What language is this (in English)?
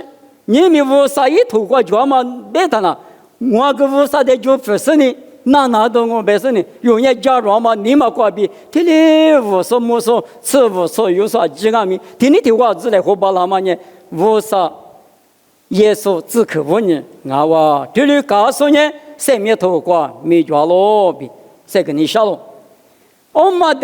Lisu